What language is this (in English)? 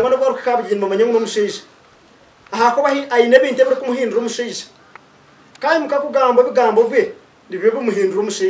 Nyankole